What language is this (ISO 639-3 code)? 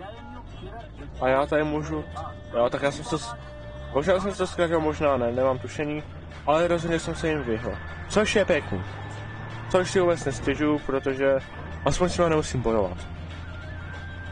ces